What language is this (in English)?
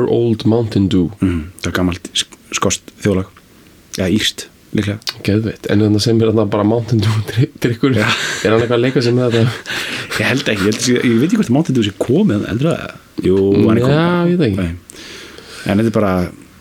Icelandic